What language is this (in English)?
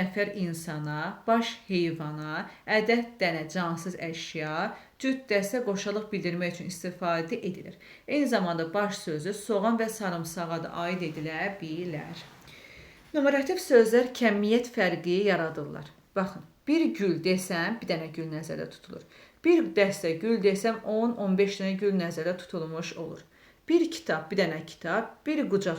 Azerbaijani